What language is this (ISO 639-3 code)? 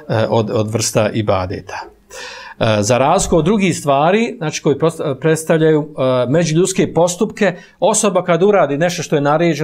bos